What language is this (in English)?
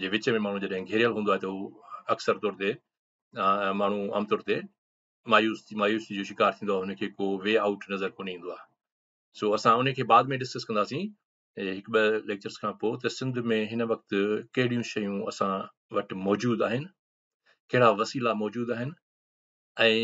Sindhi